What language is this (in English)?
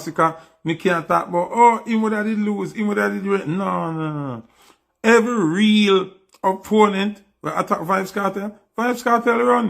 Jamaican Creole English